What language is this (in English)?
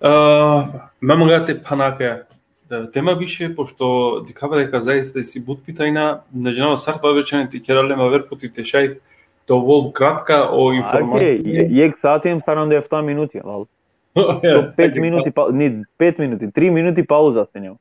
Balkan Romani